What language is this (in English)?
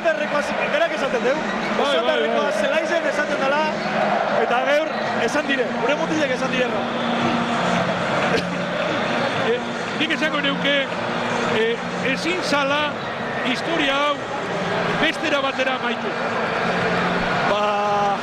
Basque